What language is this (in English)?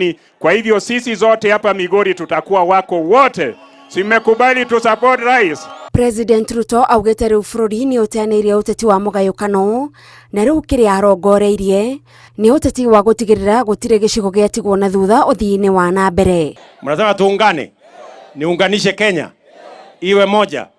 Kikuyu